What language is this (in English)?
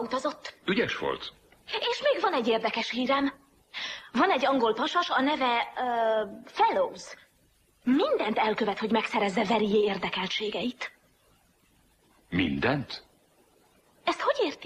Hungarian